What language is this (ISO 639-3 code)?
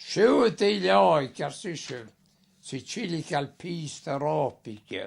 gla